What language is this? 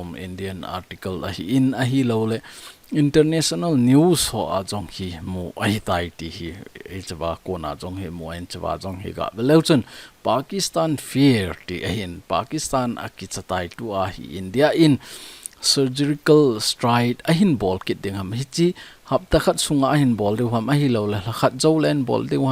Thado Chin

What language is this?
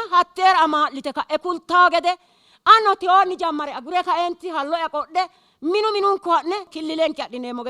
Sidamo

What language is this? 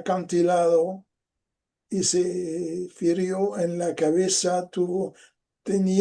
Ladino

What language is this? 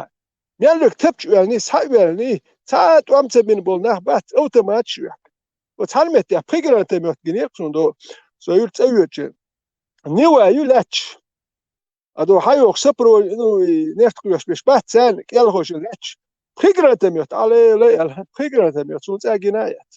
Chechen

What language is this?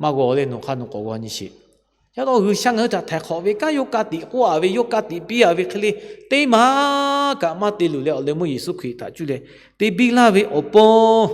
Lahu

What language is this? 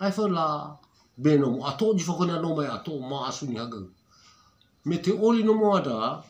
Nias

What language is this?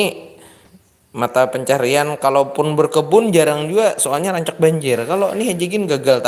Banjar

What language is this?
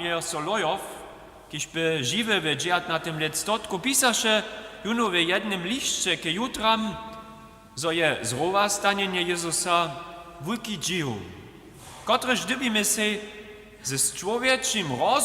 Upper Sorbian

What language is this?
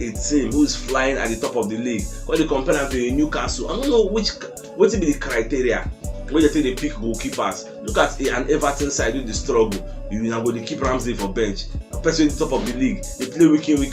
Nigerian Pidgin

